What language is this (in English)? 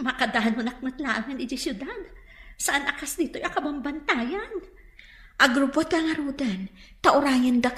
Iloko